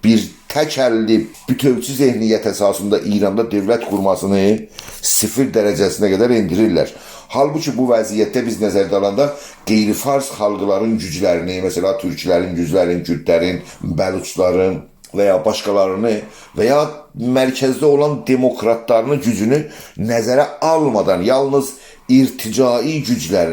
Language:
South Azerbaijani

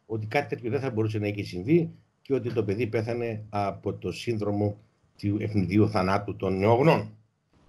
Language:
Greek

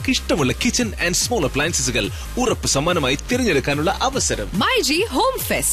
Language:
Malayalam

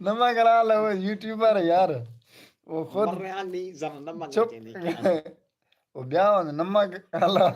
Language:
Saraiki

